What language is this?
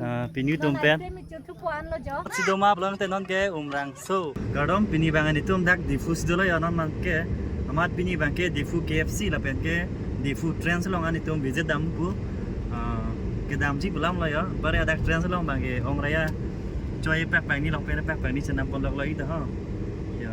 Karbi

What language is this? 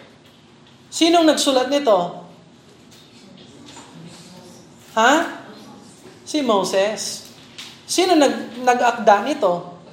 Filipino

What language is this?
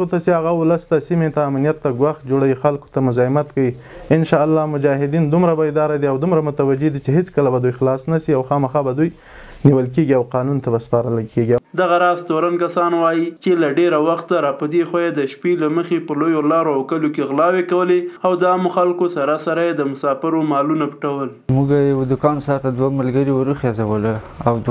Pashto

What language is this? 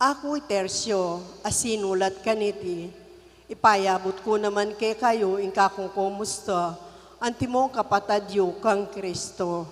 Pampanga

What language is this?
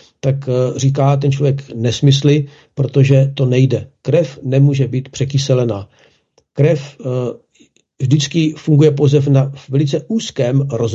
Czech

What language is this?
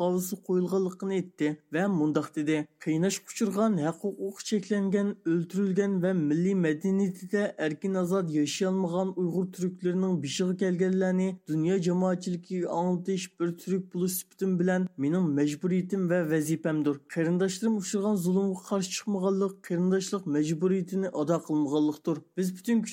Uyghur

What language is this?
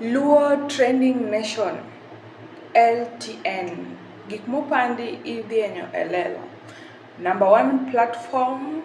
Luo (Kenya and Tanzania)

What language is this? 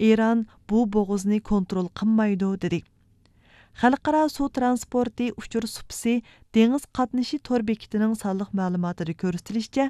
Uyghur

